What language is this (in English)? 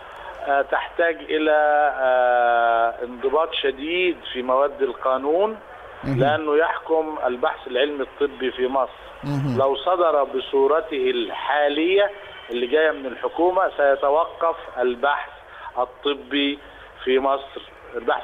Egyptian Arabic